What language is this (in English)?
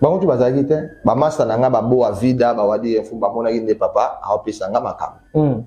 Lingala